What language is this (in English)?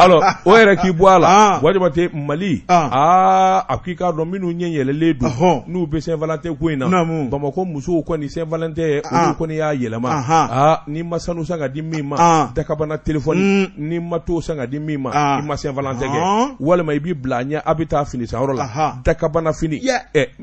Bambara